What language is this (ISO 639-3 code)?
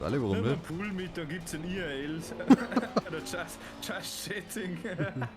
bar